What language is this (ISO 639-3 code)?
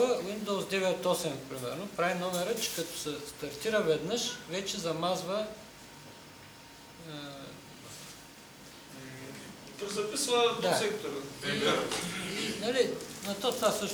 bul